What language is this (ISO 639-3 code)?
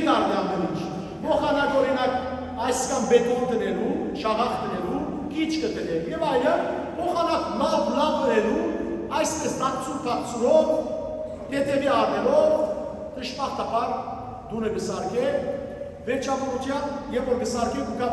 hyw